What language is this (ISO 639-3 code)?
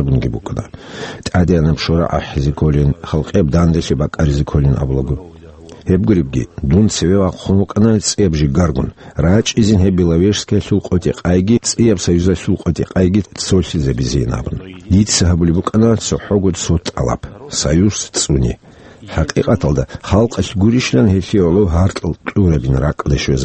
ava